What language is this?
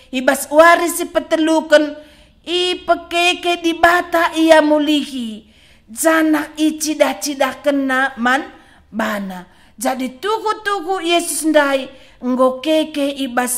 Batak Karo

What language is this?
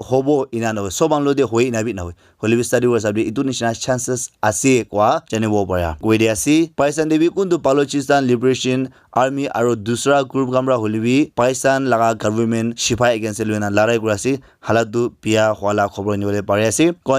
Naga Pidgin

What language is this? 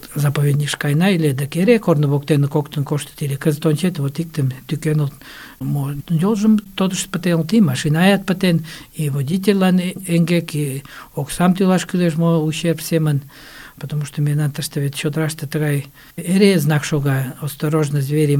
Mari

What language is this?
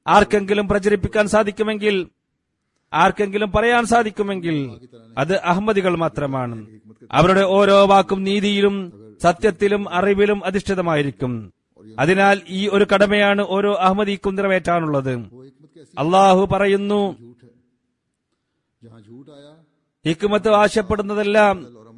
Malayalam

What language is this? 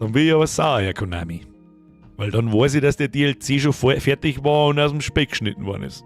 Bavarian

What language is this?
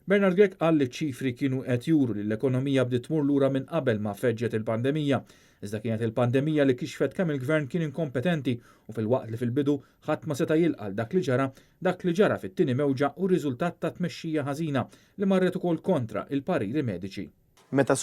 Maltese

